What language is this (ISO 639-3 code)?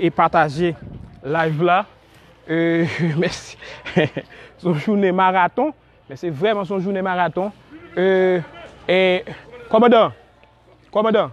hat